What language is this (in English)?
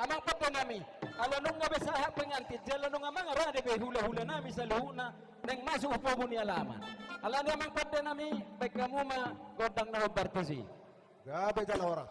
Batak Toba